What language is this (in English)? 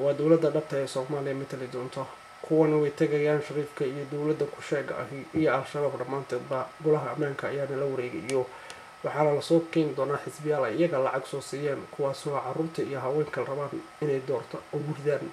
Somali